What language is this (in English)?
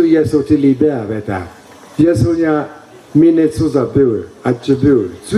Lisu